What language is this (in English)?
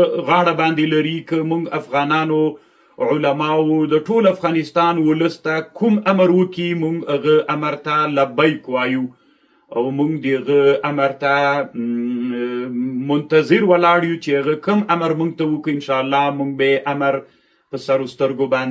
Pashto